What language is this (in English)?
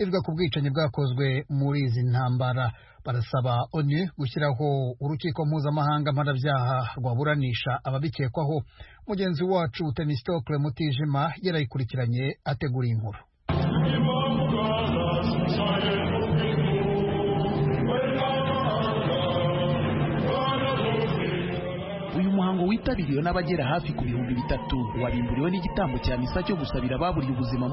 Kinyarwanda